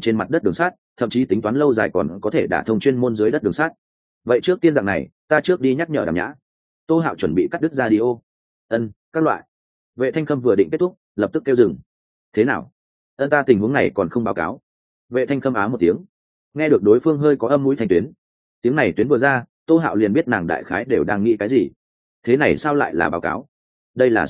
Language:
Vietnamese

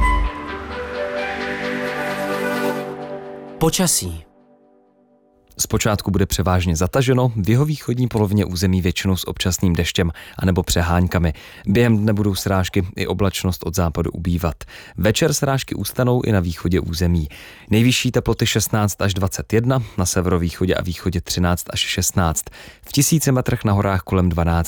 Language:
Czech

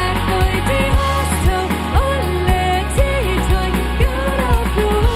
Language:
Plautdietsch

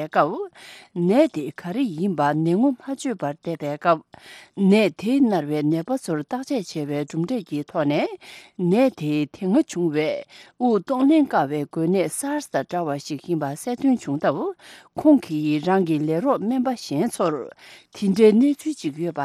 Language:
Tibetan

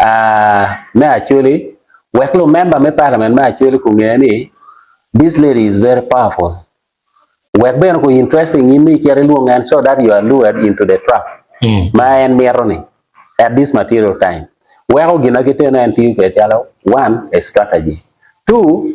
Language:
Acoli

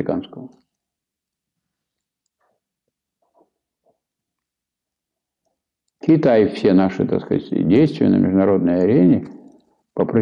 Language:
Russian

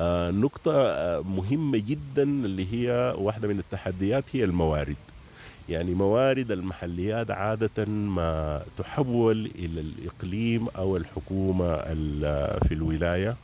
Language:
Sudanese Arabic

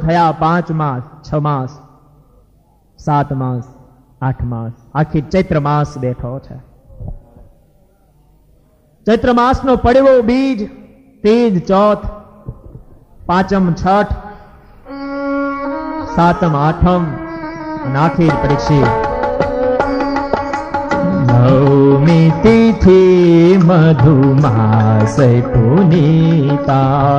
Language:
Gujarati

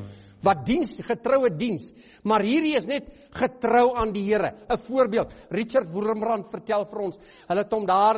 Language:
Afrikaans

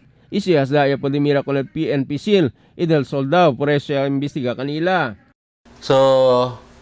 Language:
Chavacano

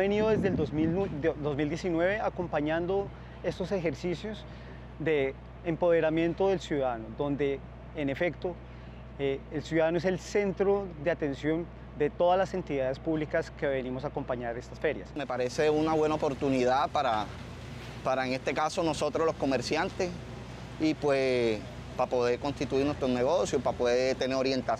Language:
Spanish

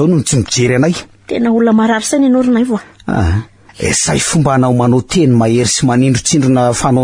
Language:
Malagasy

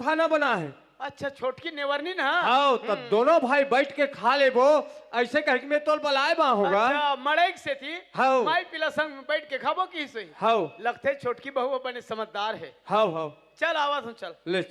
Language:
Chhattisgarhi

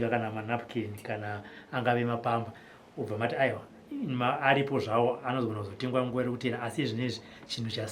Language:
Shona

